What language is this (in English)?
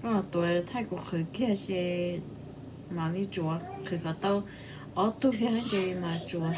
Hmong